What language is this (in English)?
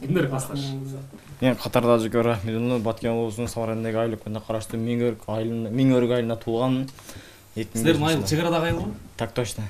Kyrgyz